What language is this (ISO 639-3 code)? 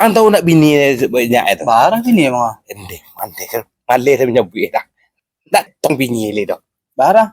min